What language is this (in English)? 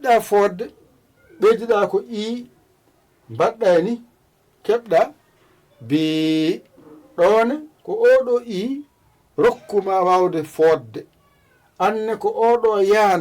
Fula